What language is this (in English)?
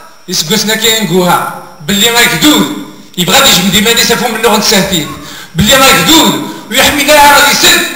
Kabyle